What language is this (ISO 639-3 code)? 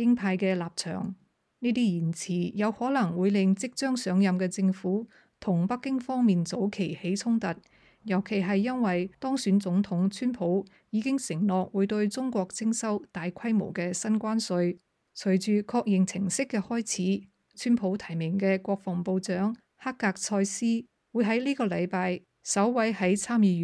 yue